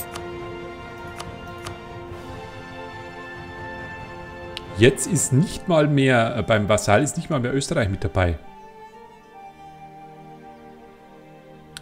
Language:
German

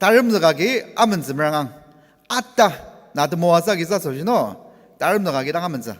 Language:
Ao Naga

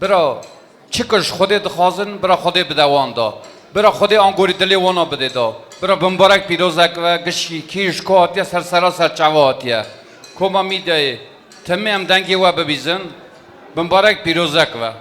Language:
Kurdish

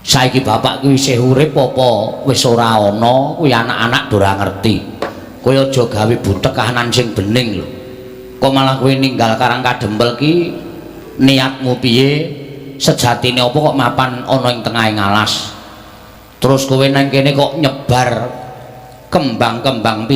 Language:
Javanese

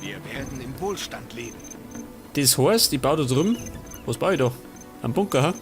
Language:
Bavarian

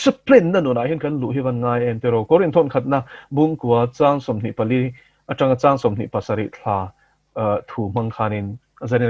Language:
Mizo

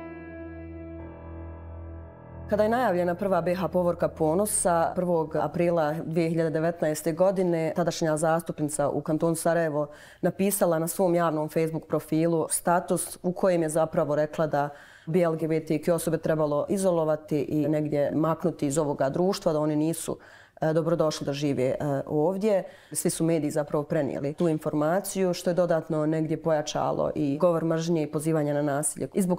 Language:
Bosnian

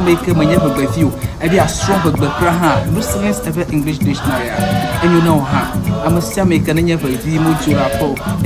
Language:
Ewe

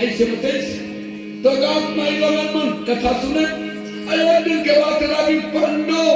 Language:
Chhattisgarhi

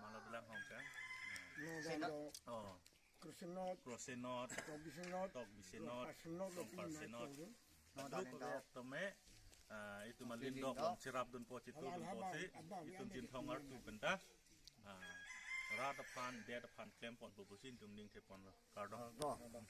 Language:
Karbi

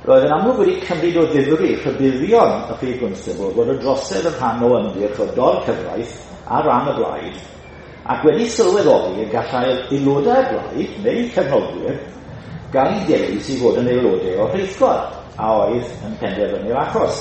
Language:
Welsh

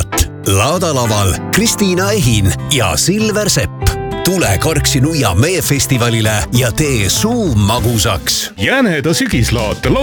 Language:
Estonian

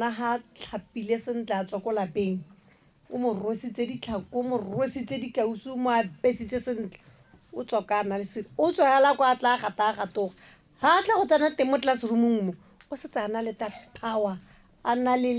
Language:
Tswana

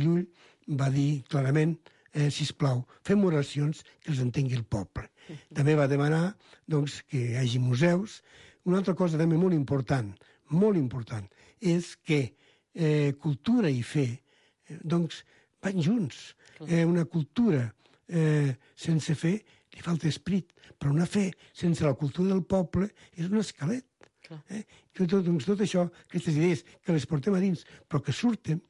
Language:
Catalan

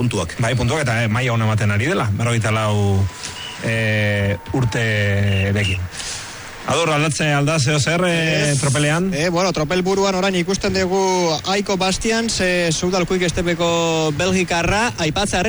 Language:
Basque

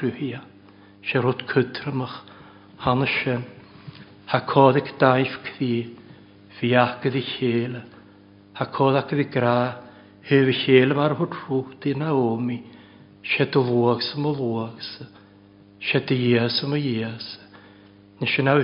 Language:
Welsh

